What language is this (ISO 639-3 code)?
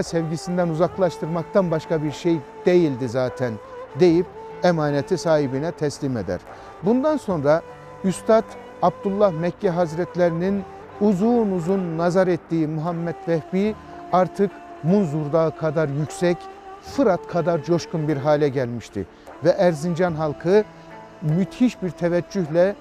tur